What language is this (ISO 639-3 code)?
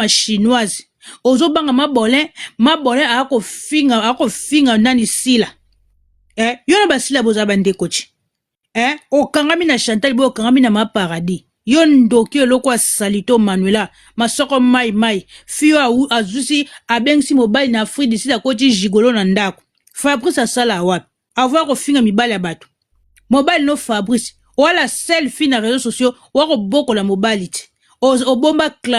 lin